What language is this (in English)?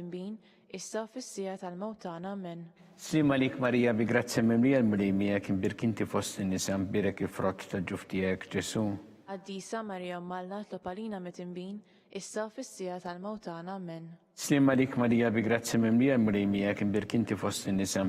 Maltese